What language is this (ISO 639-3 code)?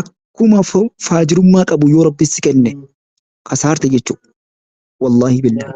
orm